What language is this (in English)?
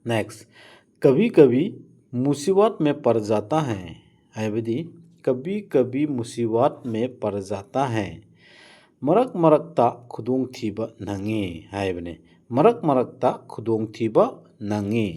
Manipuri